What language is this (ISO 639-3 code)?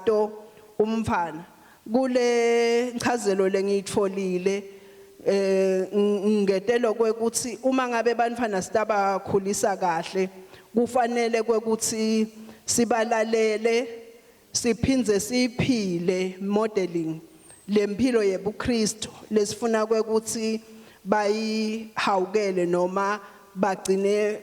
ssw